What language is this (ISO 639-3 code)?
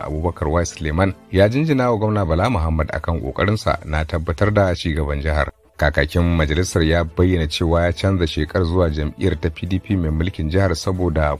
hau